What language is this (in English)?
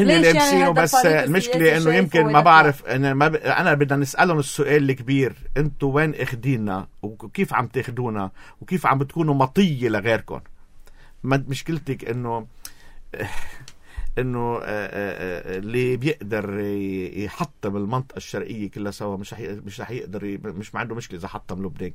North Levantine Arabic